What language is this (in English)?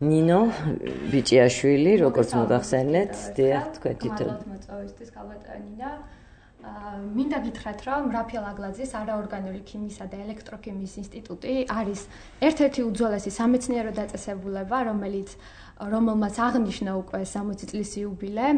Georgian